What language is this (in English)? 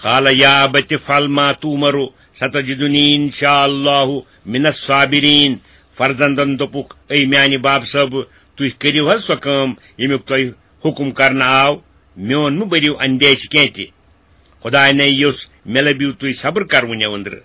Kashmiri